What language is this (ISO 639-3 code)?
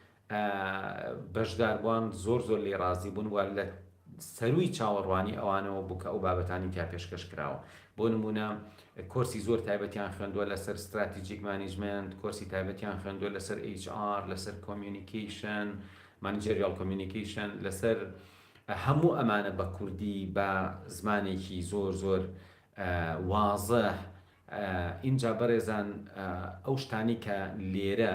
ckb